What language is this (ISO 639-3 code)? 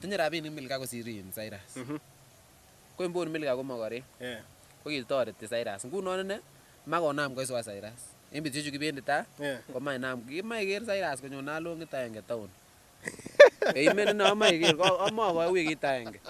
kln